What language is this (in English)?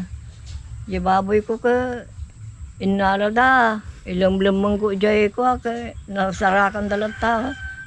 Iloko